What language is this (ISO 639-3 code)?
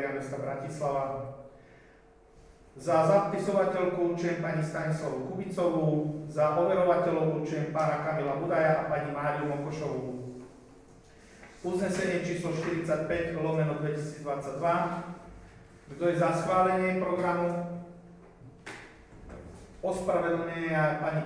slk